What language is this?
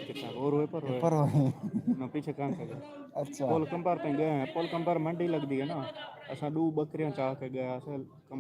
Saraiki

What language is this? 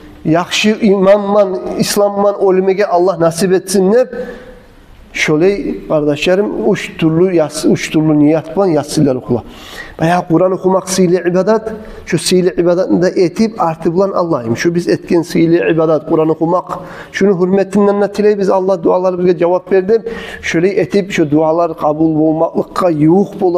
Kumyk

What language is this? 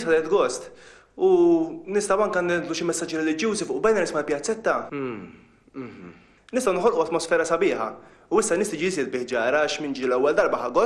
Maltese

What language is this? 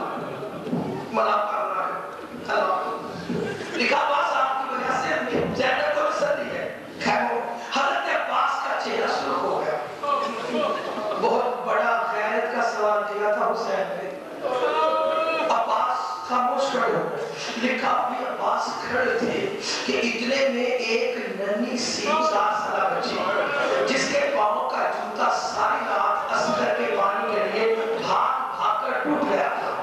Urdu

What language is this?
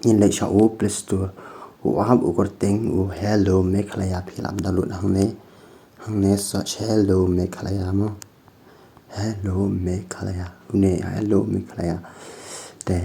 Khasi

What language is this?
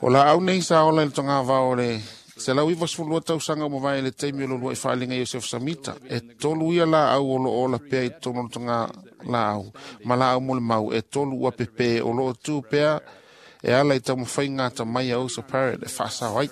Samoan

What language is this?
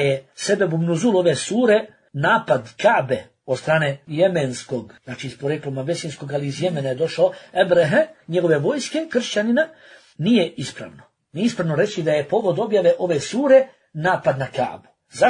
Bosnian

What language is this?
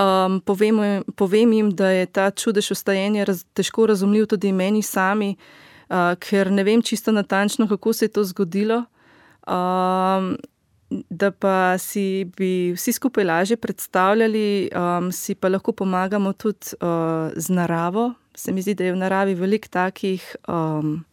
Slovenian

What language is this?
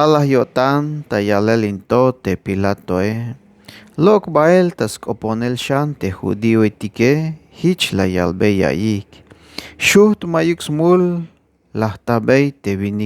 Tzeltal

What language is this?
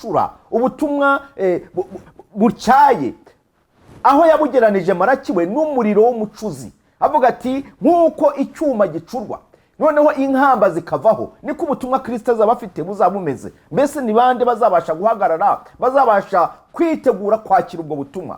Kinyarwanda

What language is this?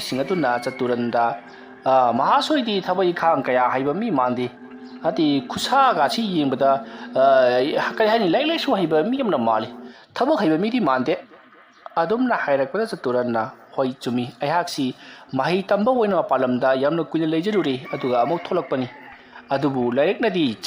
Manipuri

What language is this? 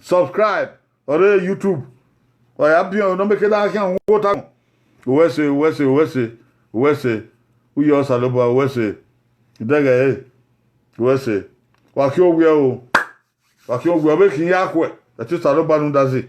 Bini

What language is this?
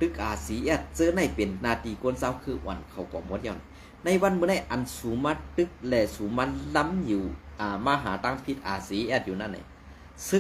Shan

